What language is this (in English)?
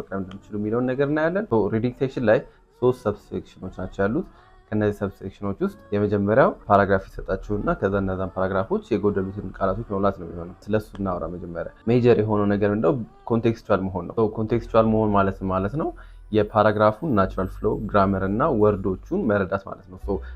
Amharic